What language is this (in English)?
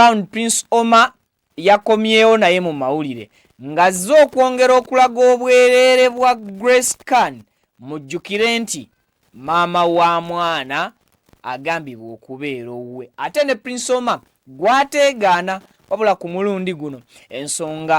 Ganda